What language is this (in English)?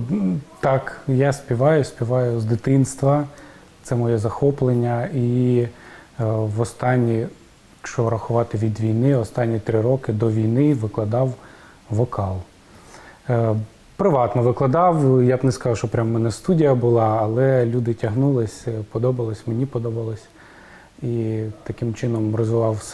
Ukrainian